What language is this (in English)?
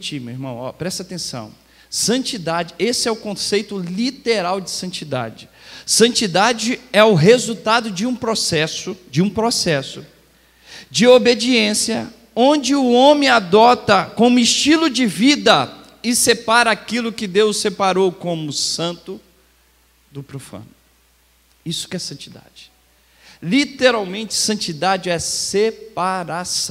Portuguese